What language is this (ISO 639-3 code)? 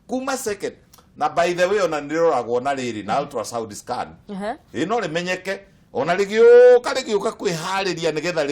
kik